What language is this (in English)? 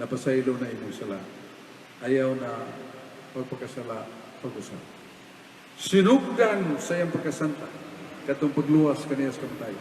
Cebuano